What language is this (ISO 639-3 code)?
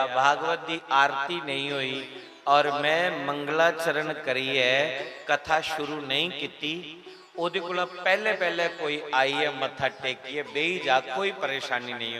doi